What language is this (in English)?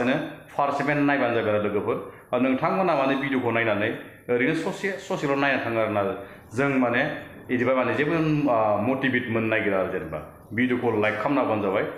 Bodo